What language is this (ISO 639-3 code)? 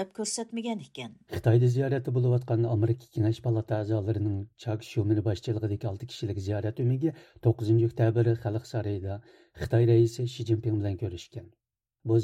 uig